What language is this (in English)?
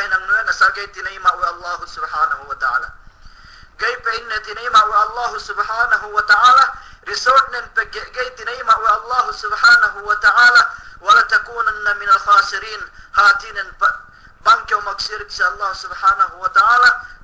Yakan